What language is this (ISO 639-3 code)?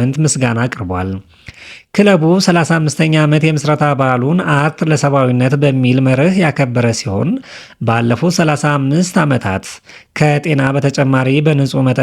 amh